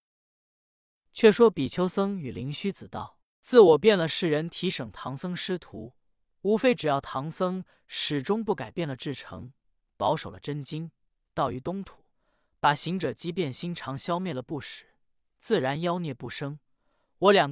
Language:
Chinese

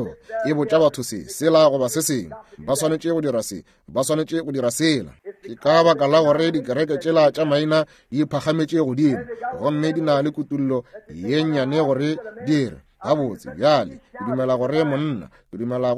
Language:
Northern Sotho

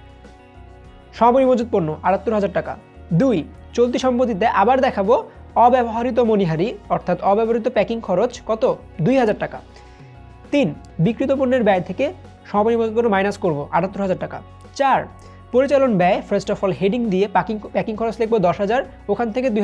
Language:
Bangla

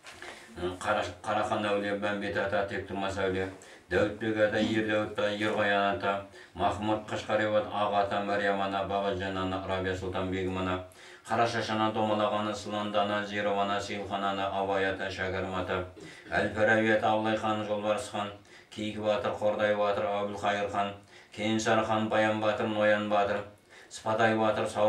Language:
Kazakh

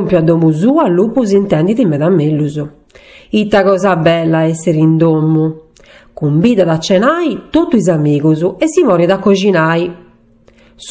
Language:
Sardinian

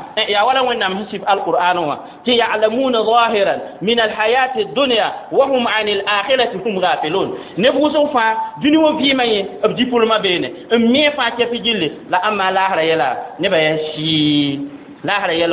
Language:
Mossi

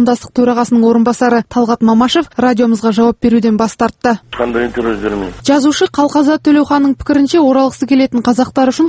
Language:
Kazakh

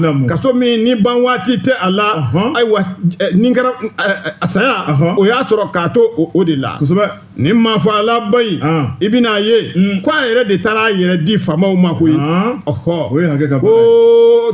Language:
Bambara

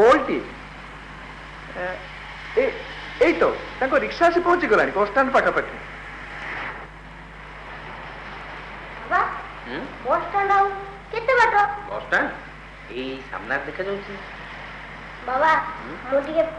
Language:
Odia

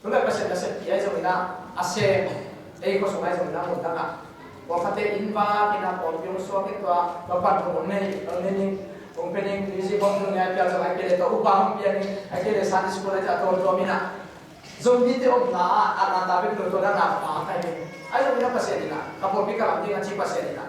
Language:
Tedim Chin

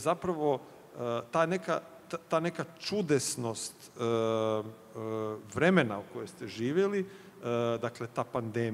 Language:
Croatian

